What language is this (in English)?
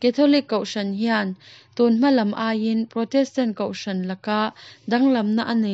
Mizo